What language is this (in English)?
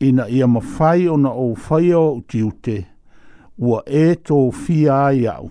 Samoan